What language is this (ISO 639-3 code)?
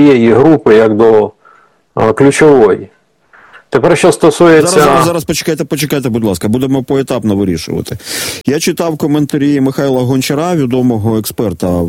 ukr